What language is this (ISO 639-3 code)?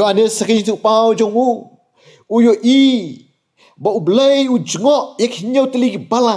kha